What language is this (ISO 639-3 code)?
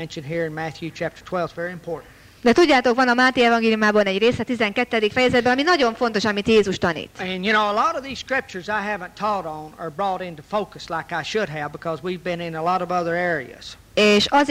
hun